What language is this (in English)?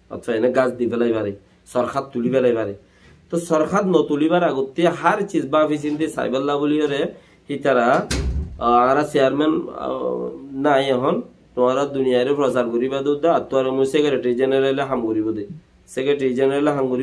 Rohingya